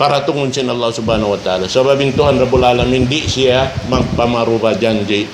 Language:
Tausug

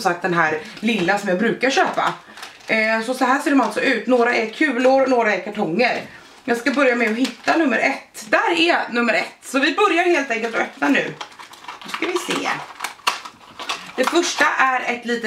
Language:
Swedish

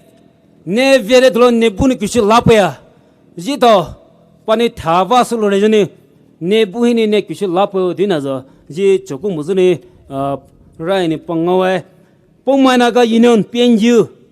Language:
Poumei Naga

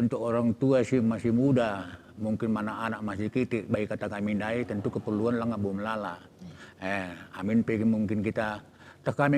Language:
Batak Karo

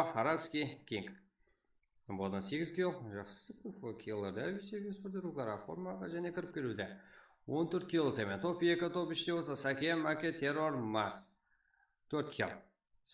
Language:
Kara-Kalpak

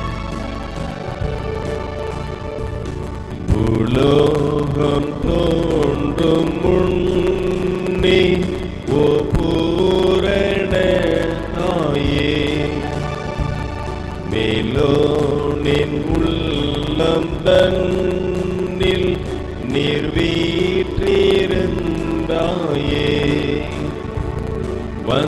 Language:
Tamil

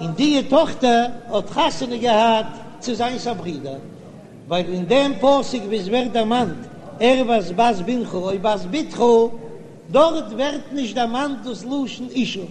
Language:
Yiddish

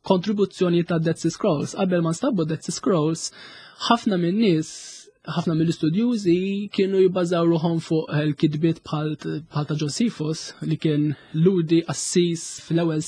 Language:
Maltese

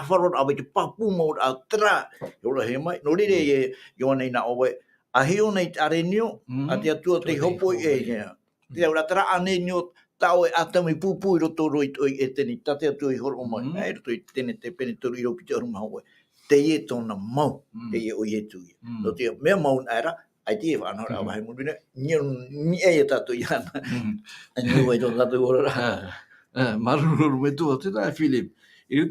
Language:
Tahitian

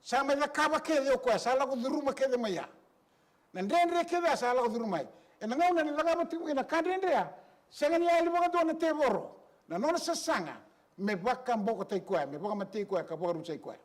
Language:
Fijian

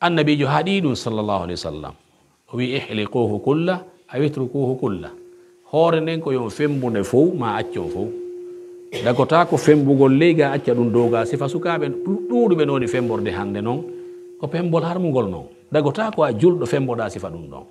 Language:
Pular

